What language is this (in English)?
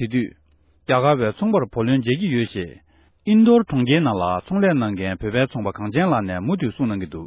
Tibetan